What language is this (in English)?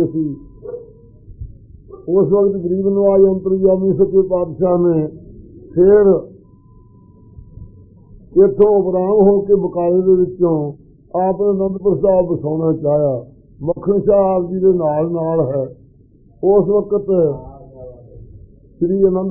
Punjabi